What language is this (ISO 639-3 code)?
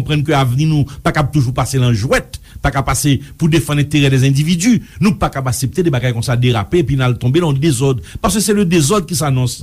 hat